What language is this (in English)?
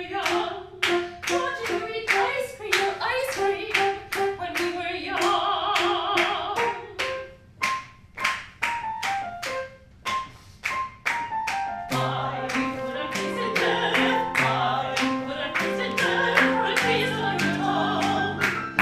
English